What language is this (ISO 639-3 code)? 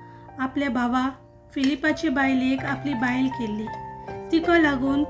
kok